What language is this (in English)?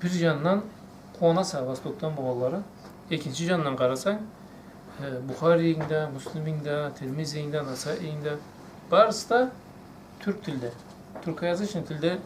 Karachay-Balkar